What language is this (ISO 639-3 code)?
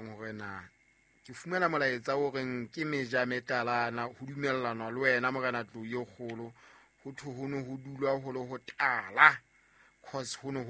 sot